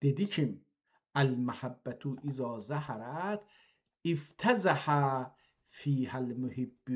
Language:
South Azerbaijani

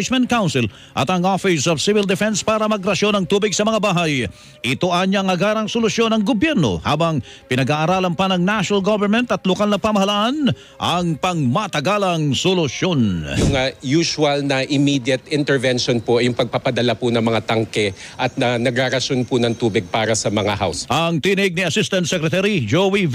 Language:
Filipino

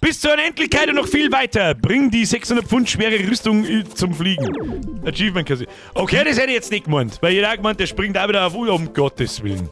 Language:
Bavarian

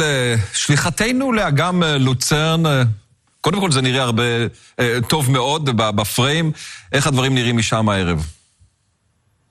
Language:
Hebrew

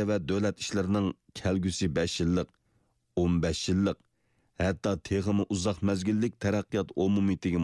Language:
Uyghur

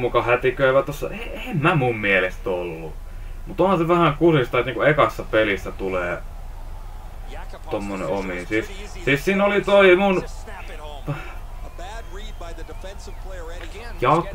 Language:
Finnish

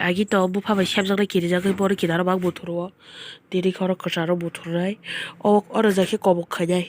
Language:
Kok Borok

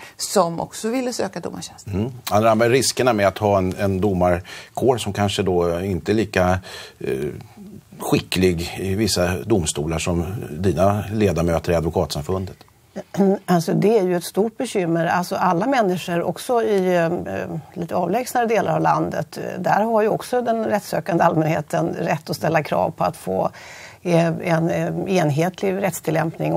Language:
Swedish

